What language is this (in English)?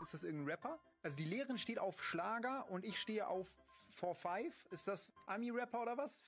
Swiss German